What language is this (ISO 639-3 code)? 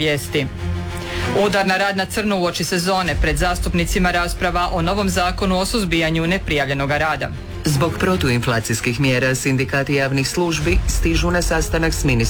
hrv